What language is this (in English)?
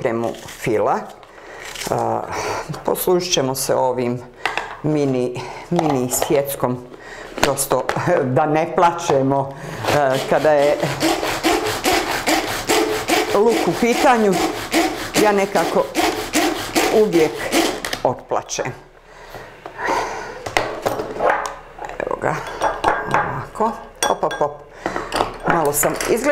Bosnian